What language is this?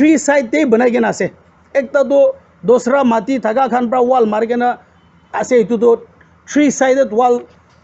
Naga Pidgin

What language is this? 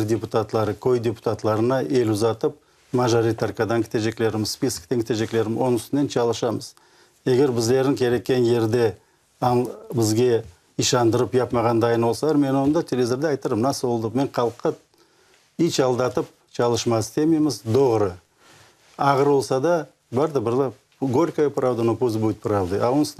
Crimean Tatar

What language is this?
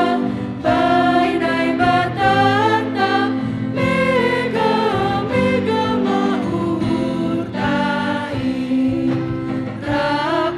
Batak Simalungun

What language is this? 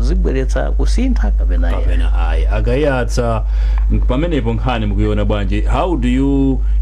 Nyanja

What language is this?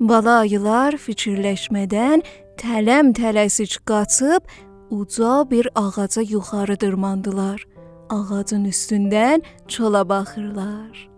South Azerbaijani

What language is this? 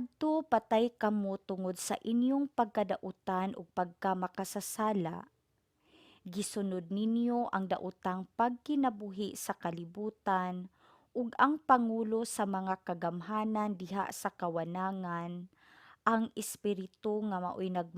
Cebuano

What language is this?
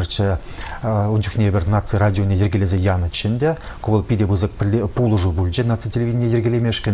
Chuvash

